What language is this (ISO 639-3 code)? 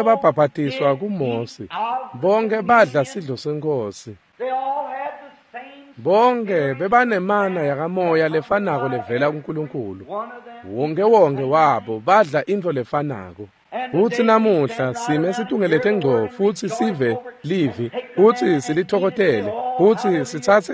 ssw